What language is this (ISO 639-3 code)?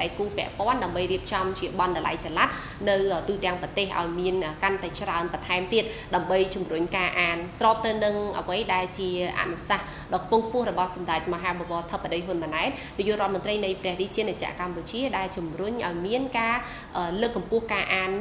khm